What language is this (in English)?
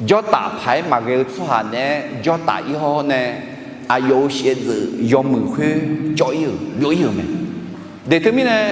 Akha